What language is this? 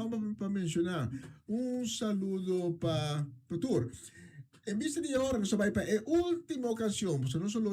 Papiamento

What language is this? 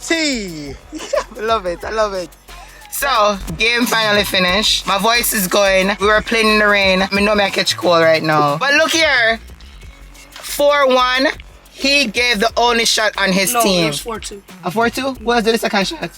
Jamaican Creole English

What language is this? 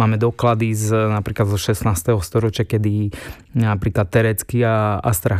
Slovak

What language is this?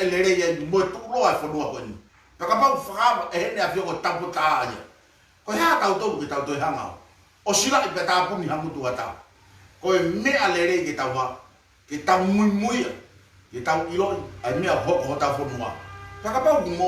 Tongan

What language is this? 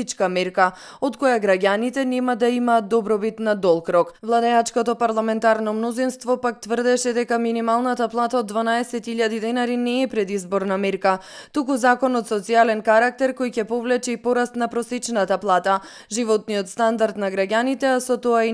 Macedonian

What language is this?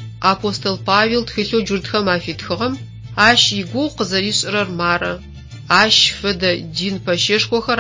Adyghe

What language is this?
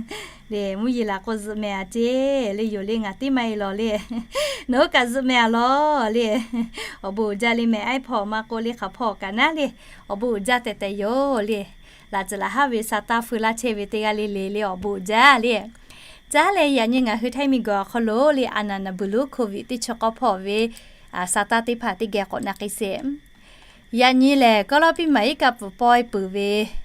Lahu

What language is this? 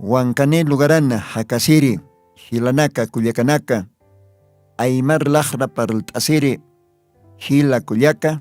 Aymara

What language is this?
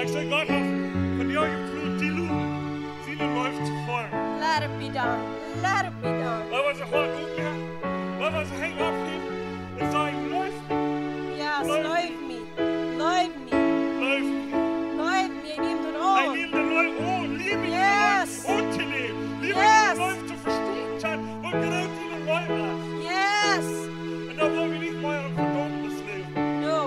Plautdietsch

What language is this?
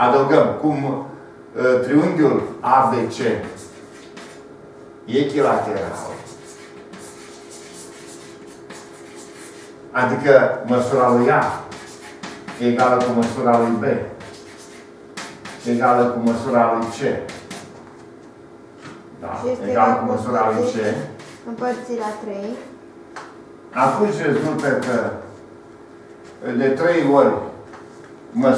Romanian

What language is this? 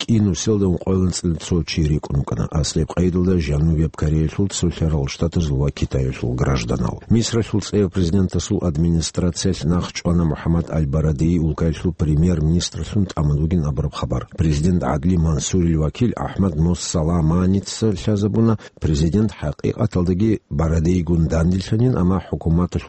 Avaric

